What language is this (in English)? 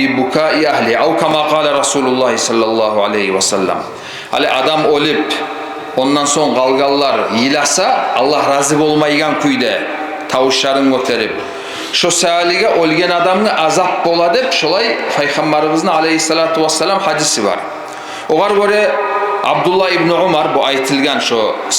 Kumyk